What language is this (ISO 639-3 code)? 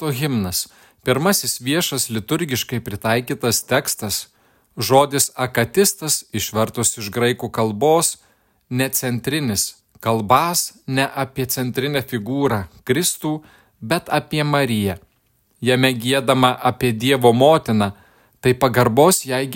lit